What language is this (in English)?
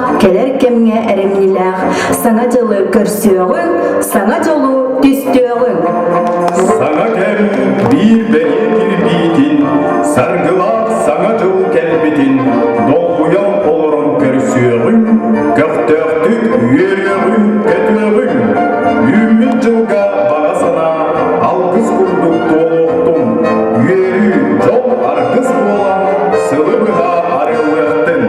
Yakut